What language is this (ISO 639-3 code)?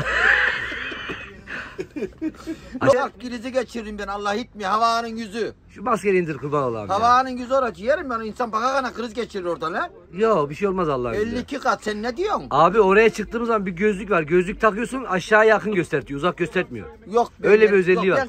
tur